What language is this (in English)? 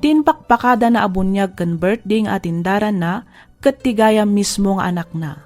Iloko